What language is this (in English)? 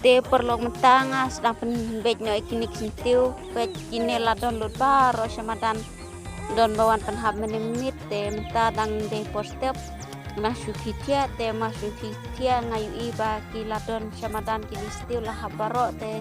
Khasi